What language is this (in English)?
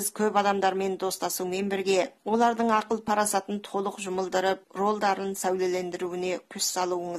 Kazakh